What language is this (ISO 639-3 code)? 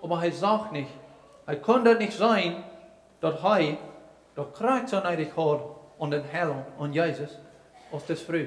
pdt